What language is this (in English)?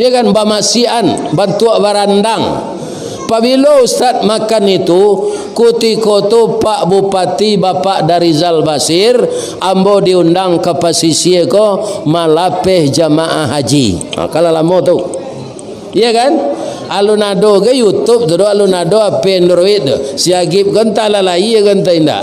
Minangkabau